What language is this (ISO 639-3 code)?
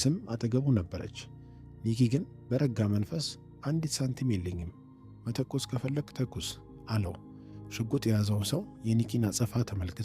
amh